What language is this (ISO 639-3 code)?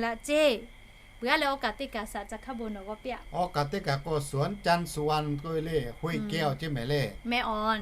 lhu